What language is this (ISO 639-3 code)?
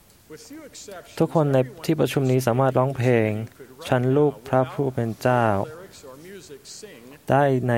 tha